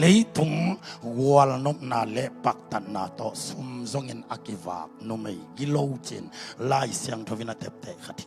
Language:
Tedim Chin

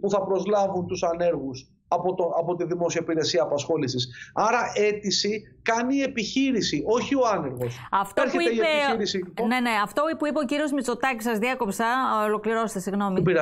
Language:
Greek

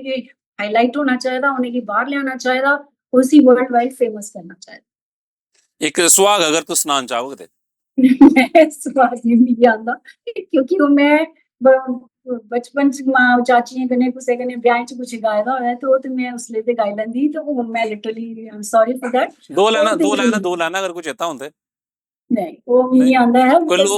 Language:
Dogri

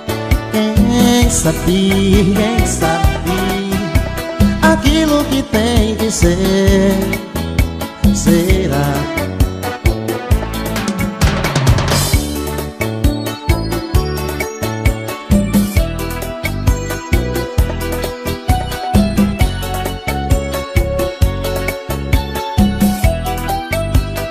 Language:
Portuguese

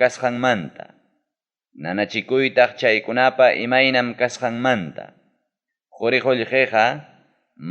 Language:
Ayacucho Quechua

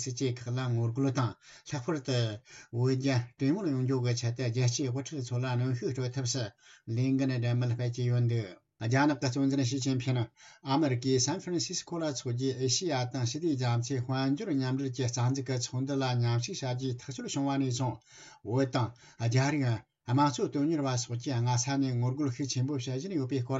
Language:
Tibetan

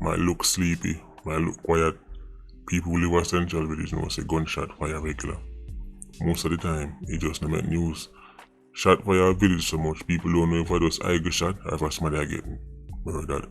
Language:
Jamaican Creole English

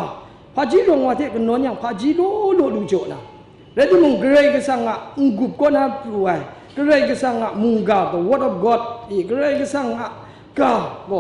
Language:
Kachin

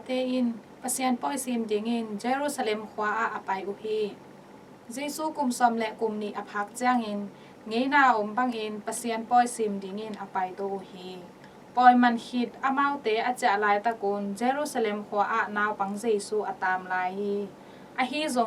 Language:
Tedim Chin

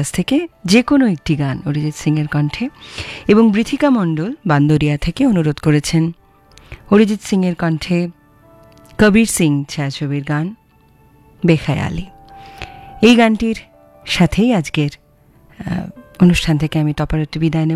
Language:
Bangla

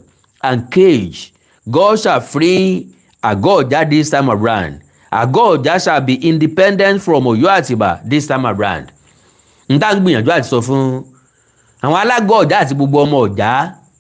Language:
Yoruba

